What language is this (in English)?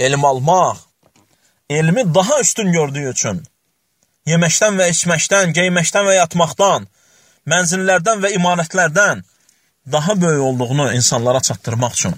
Azerbaijani